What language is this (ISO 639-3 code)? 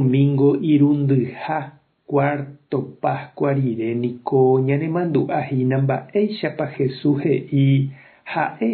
grn